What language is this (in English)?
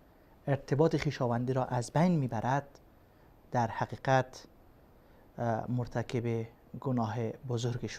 Persian